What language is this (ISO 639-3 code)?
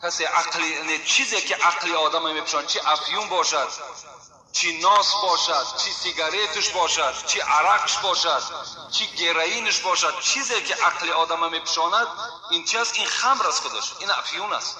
tgk